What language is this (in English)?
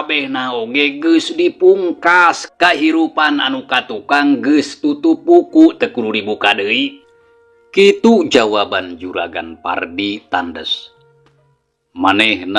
Sundanese